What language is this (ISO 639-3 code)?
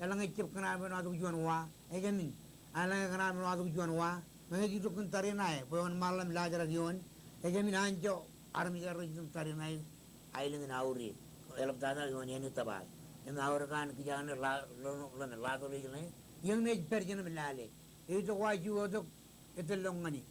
mah